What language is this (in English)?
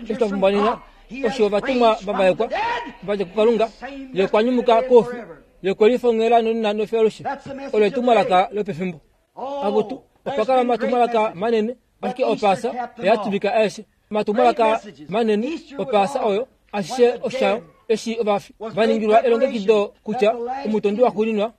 Kuanyama